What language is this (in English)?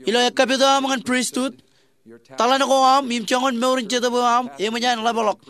Marshallese